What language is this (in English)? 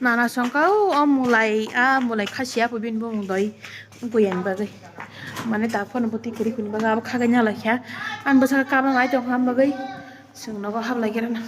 Kok Borok